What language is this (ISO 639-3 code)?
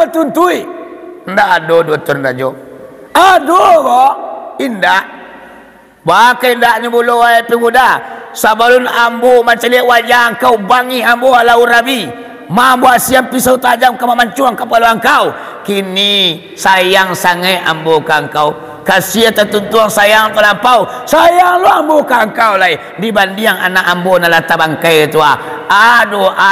min